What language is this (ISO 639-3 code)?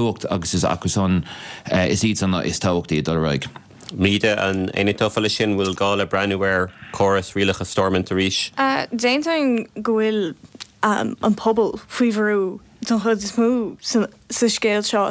gle